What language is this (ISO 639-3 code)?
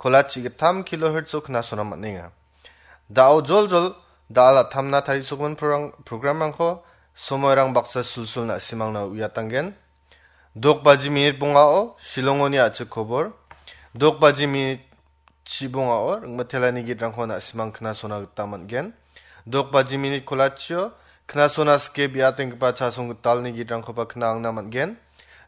grt